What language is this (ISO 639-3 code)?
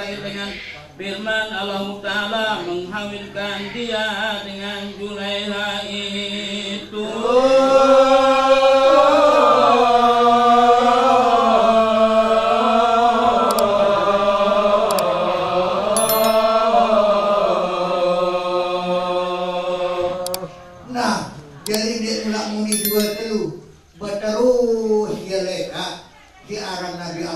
ind